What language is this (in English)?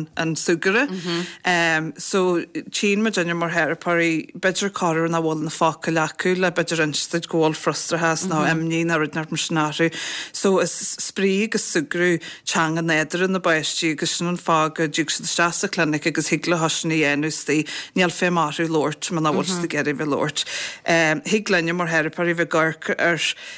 Irish